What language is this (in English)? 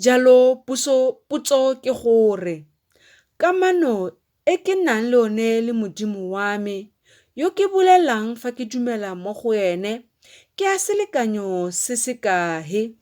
Tswana